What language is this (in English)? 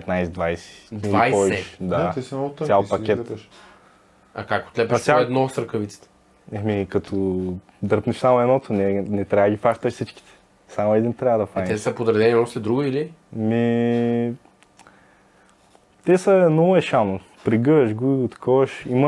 Bulgarian